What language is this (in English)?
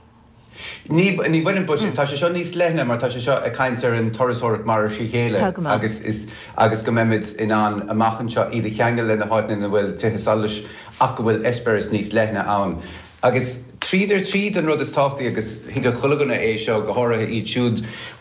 Irish